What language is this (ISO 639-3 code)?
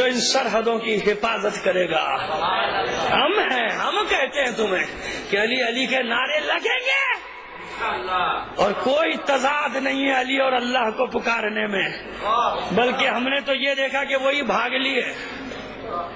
urd